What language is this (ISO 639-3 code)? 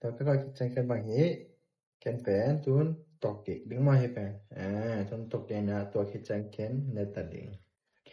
ctd